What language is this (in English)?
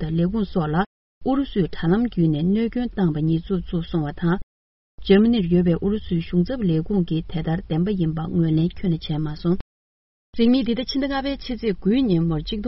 Tibetan